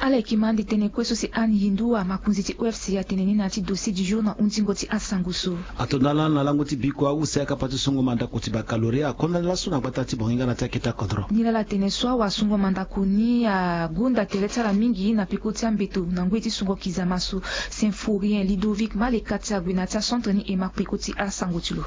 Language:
Sango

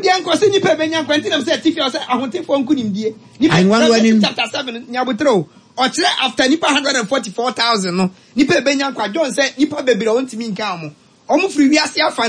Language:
Akan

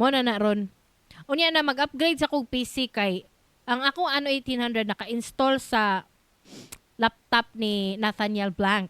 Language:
Cebuano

